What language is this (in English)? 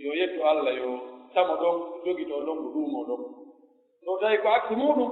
Pular